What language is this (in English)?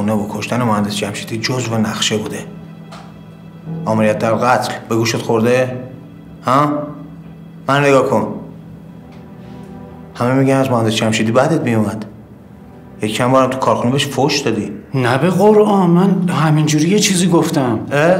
Persian